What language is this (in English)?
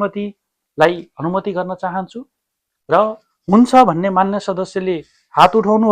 Nepali